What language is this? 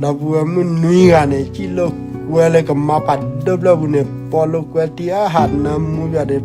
S'gaw Karen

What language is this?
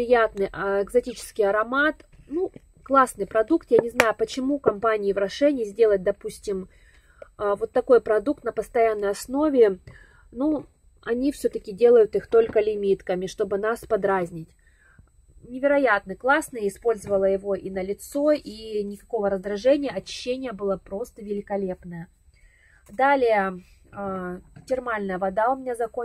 Russian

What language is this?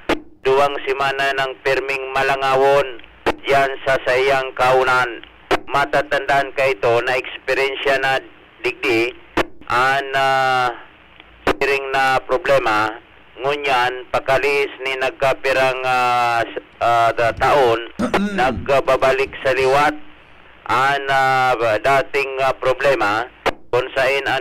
Bikol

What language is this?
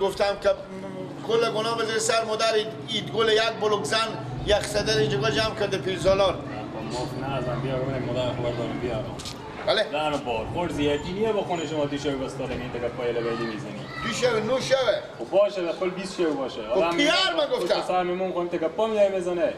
Persian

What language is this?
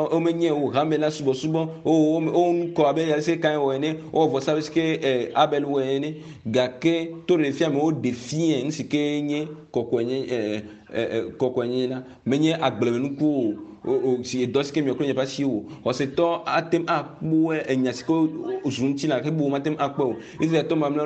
Ewe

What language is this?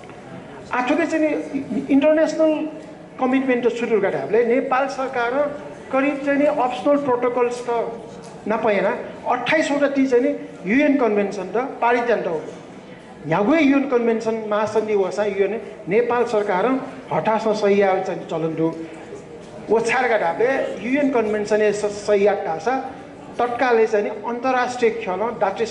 Newari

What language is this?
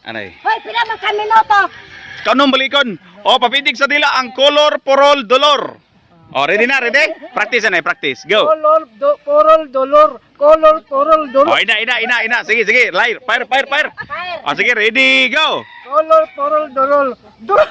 Cebuano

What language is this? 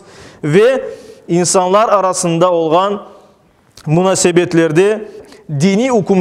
Crimean Tatar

